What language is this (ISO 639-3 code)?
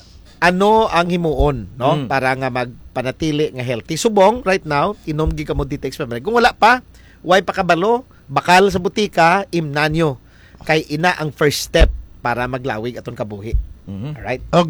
hil